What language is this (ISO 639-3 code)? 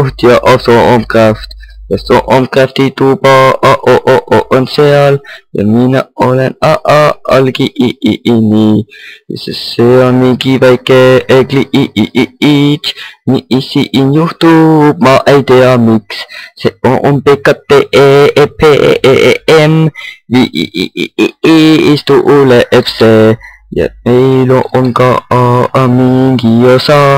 est